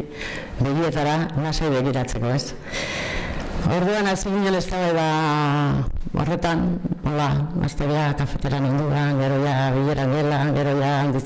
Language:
Basque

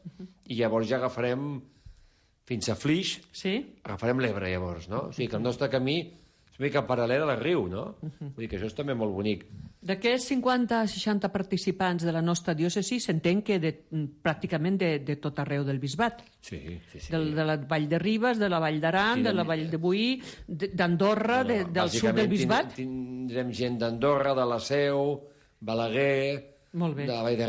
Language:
Catalan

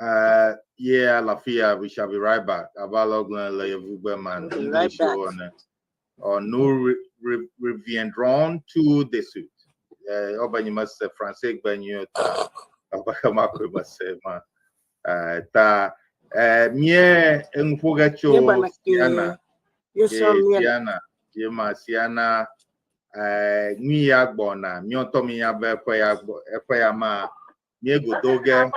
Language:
Ewe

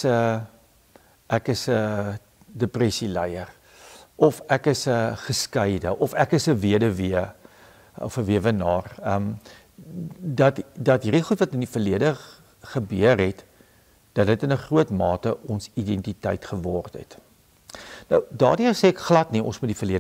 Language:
Afrikaans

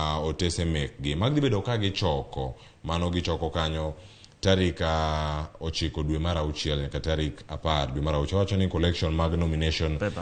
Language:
Luo (Kenya and Tanzania)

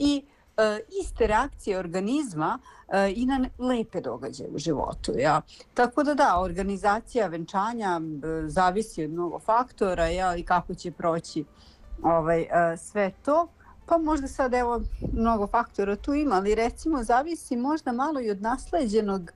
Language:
Serbian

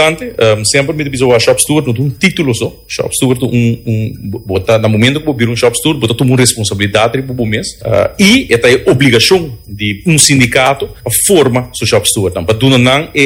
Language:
Papiamento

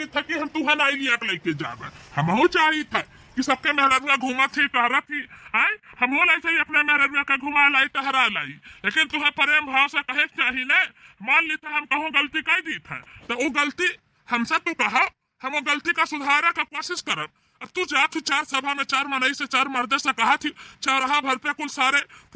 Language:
Bhojpuri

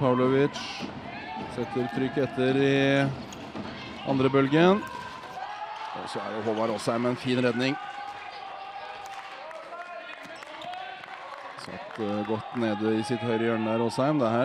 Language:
Norwegian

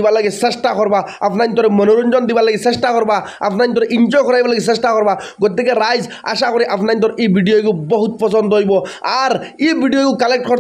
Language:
Sylheti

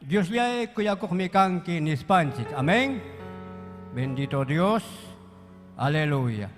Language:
Ayacucho Quechua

